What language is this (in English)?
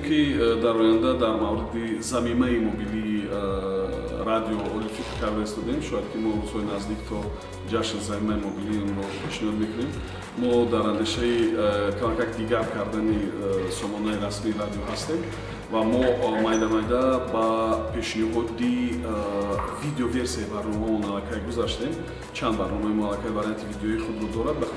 Tajik